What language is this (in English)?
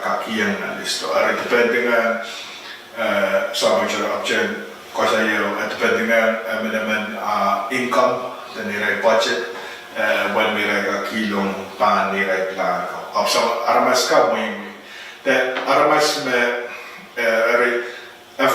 Pohnpeian